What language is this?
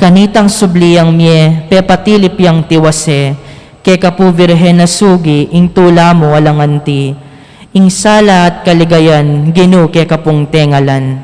Pampanga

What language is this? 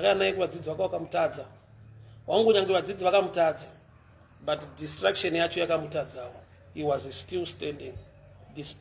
Shona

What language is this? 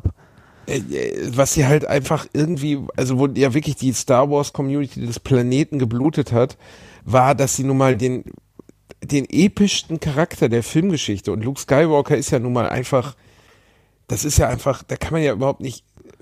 German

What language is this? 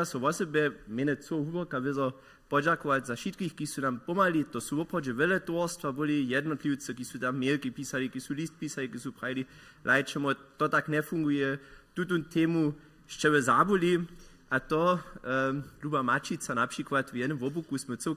Upper Sorbian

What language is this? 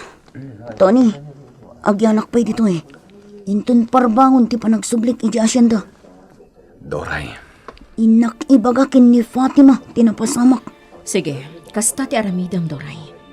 Iloko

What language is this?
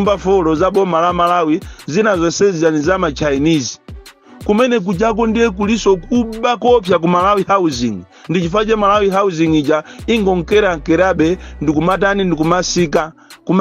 Nyanja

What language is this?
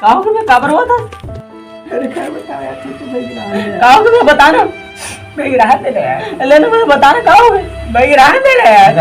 Chhattisgarhi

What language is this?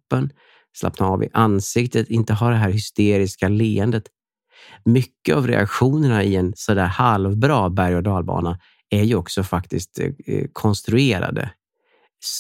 Swedish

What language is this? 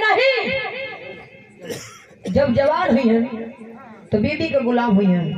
Bhojpuri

